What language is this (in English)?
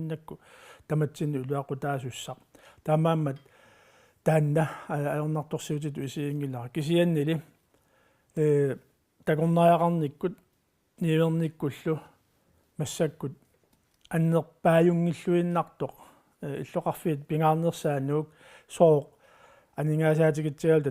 Kalaallisut